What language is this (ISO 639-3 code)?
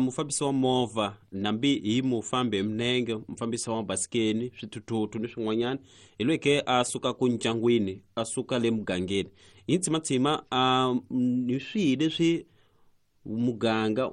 tso